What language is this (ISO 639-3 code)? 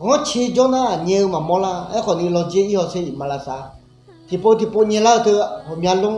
ahk